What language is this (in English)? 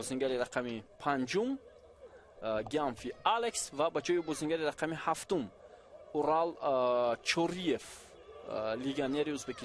Tajik